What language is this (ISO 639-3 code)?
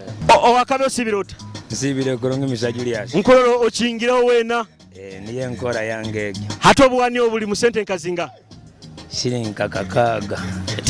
nyo